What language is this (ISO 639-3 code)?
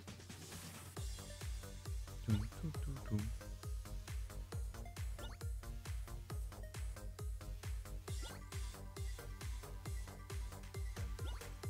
fra